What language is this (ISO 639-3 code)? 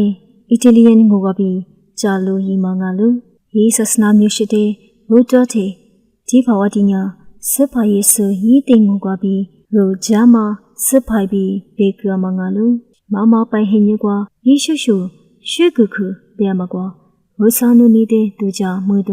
lis